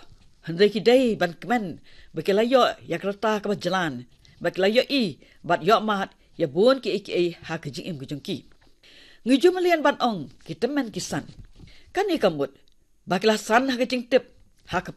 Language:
Khasi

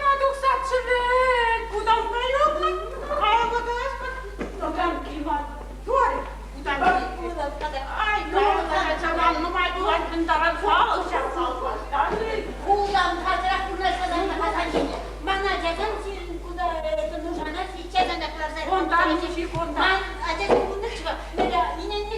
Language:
Chuvash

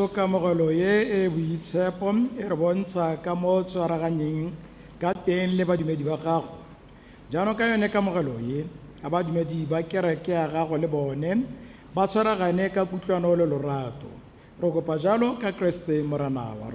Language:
Tswana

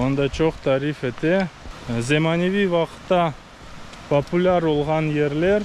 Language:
Crimean Tatar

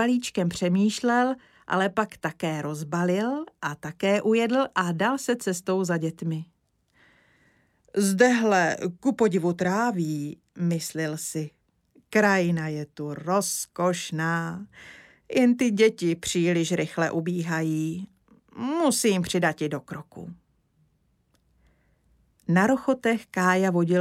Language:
Czech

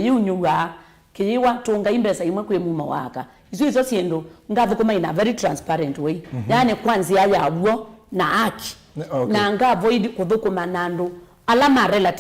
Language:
Kamba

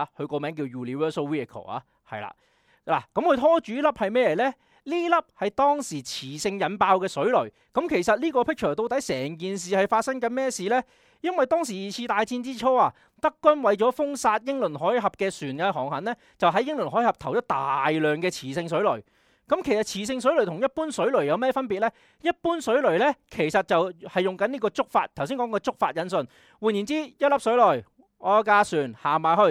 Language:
Cantonese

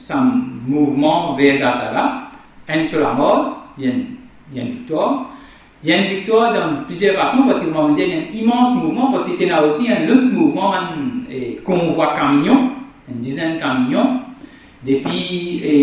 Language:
Morisyen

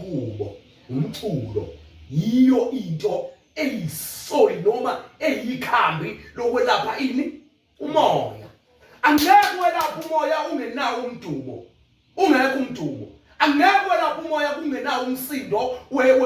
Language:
Zulu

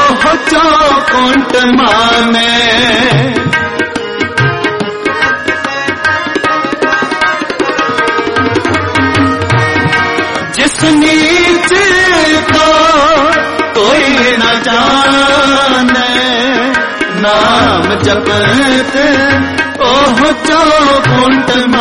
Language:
Punjabi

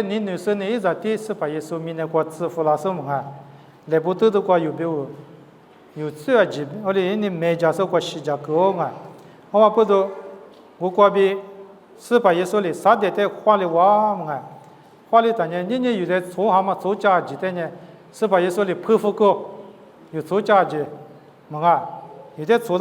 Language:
Lisu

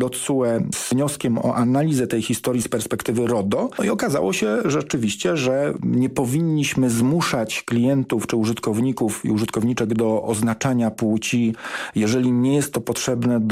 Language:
Polish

